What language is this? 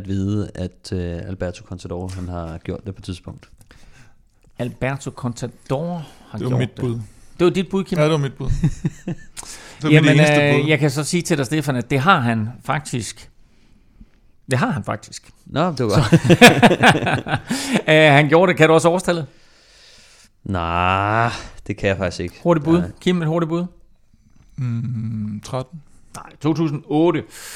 Danish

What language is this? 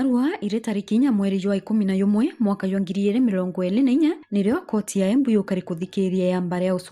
Meru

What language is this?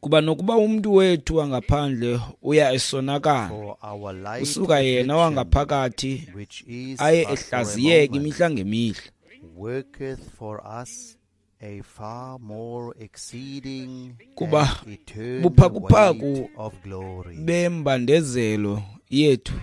Xhosa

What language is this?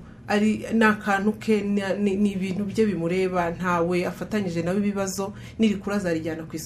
Kinyarwanda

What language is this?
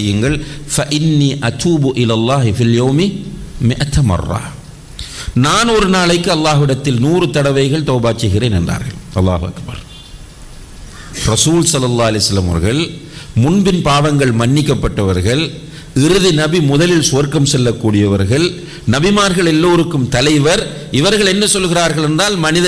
Tamil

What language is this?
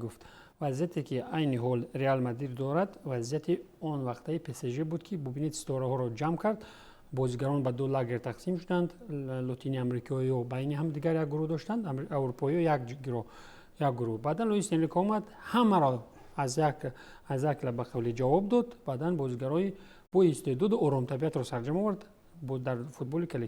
Tajik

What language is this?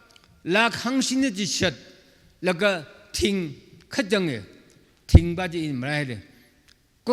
Tangkhul Naga (India)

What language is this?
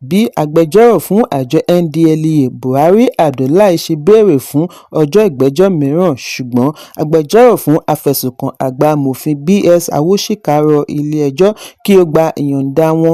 Yoruba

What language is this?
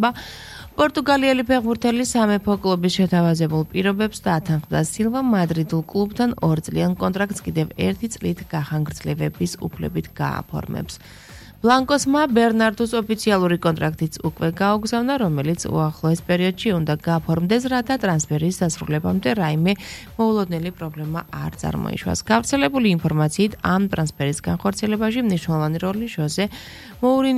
Georgian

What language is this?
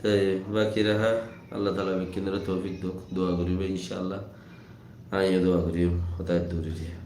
Rohingya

